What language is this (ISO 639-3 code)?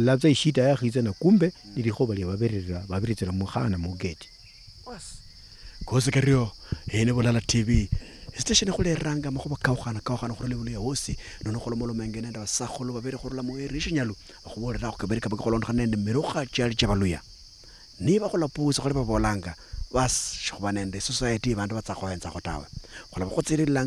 luy